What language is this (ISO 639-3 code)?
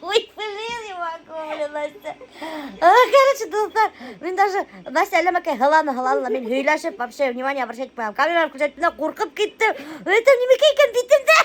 bak